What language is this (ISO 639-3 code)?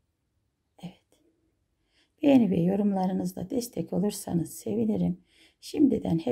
tur